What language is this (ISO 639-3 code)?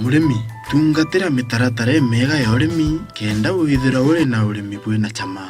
mer